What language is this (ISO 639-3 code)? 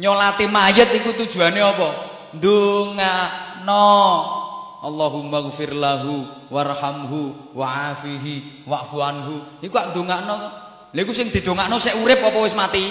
jav